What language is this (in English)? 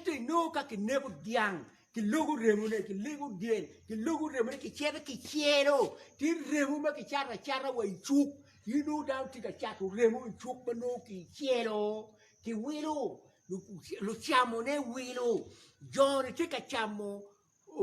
Acoli